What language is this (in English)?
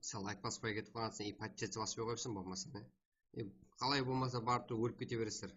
Kara-Kalpak